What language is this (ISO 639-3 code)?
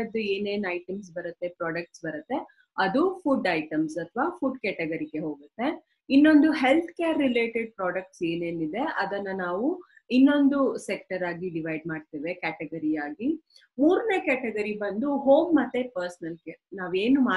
kan